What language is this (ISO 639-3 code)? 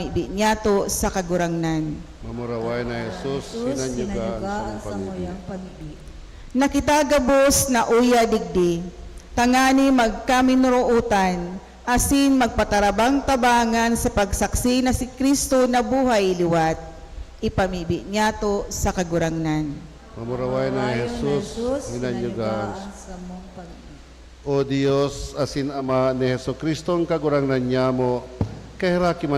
bik